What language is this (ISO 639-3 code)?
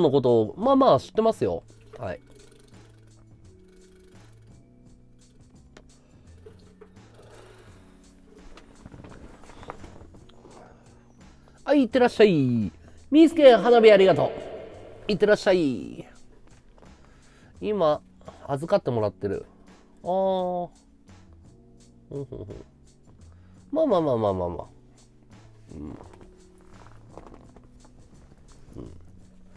jpn